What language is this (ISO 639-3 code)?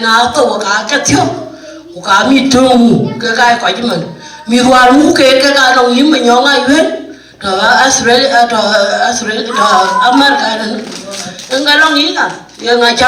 din